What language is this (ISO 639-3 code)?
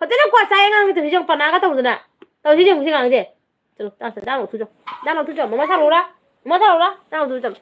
mni